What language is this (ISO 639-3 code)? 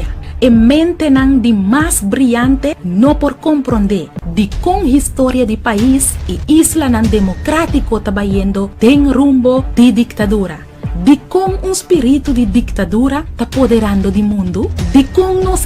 pap